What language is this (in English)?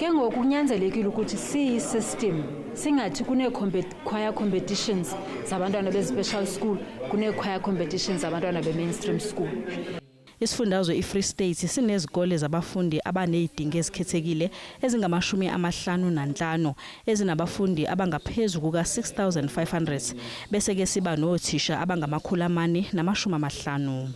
Zulu